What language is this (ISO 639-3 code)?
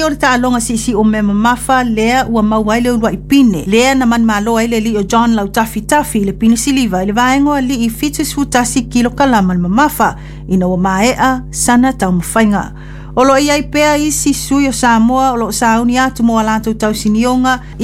smo